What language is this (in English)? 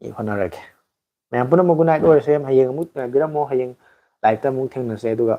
Manipuri